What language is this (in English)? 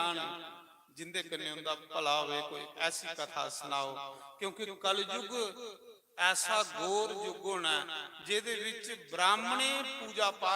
Dogri